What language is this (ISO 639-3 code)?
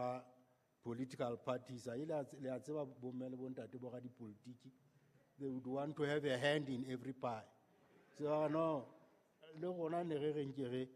sot